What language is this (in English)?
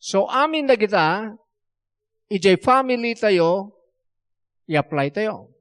Iloko